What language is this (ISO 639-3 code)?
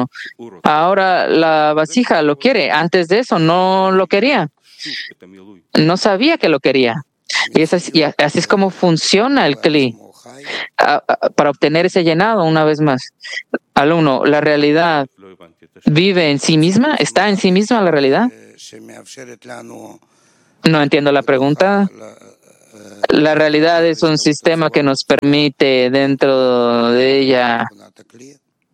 spa